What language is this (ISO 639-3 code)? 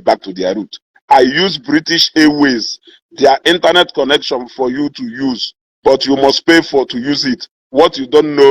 ibo